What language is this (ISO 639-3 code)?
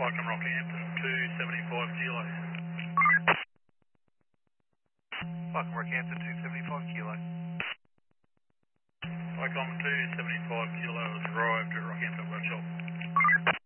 eng